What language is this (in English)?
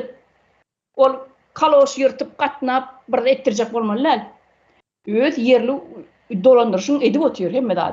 Turkmen